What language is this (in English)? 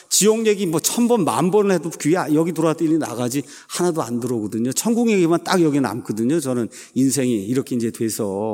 Korean